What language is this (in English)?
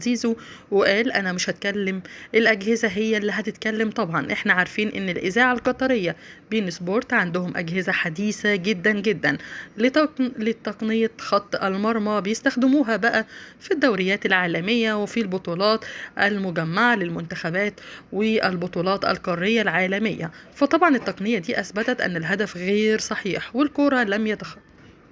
Egyptian Arabic